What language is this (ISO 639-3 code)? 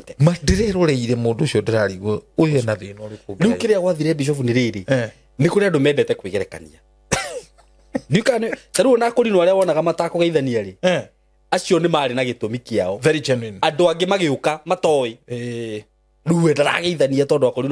kik